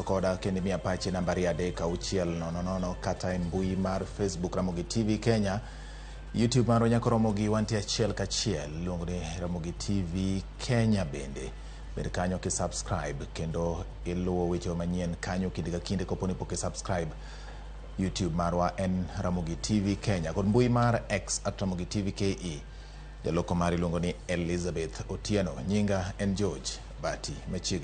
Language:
Luo (Kenya and Tanzania)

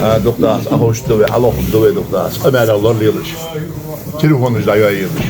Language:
Ingush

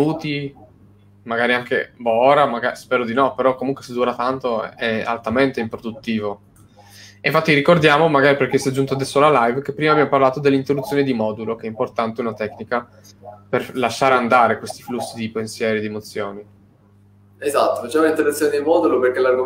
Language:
Italian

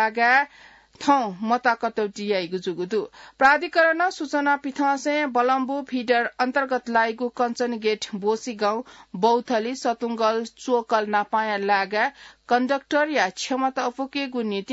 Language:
Newari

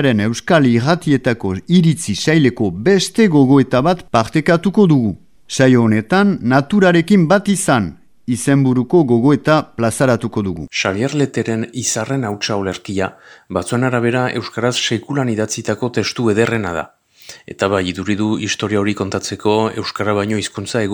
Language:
Basque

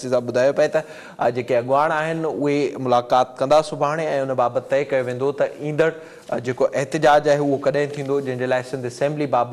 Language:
Sindhi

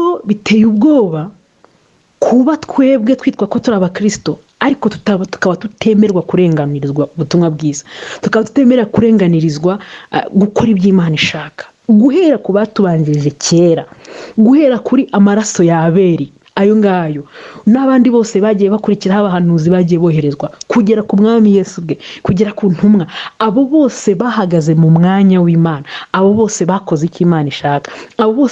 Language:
Kinyarwanda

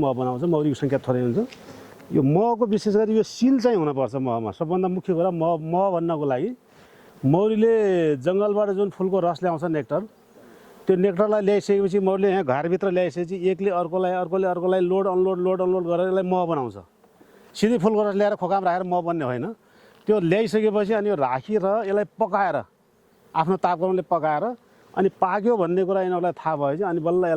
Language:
Nepali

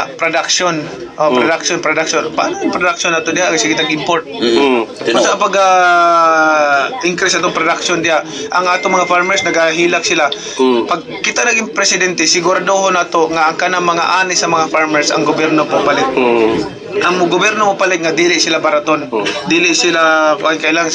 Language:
Cebuano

